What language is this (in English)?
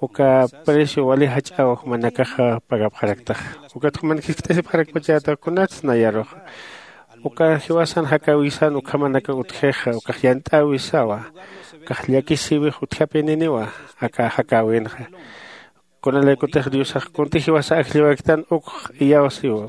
Aymara